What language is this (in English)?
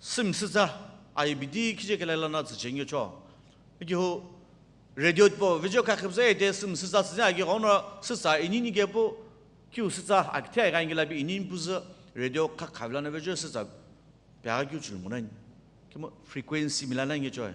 Sumi Naga